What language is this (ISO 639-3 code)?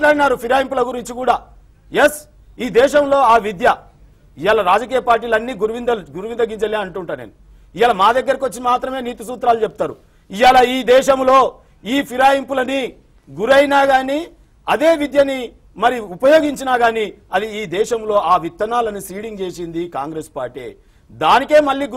tel